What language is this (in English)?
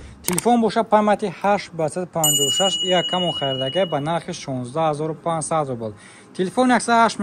Tajik